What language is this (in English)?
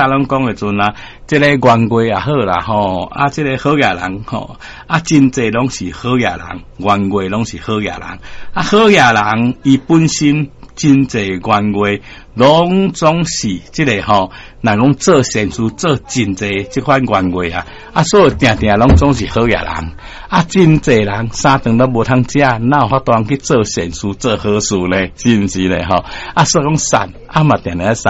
Min Nan Chinese